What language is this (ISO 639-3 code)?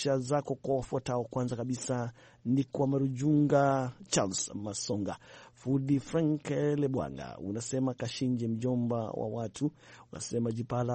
swa